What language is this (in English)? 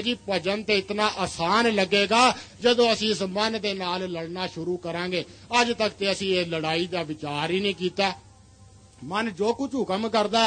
Punjabi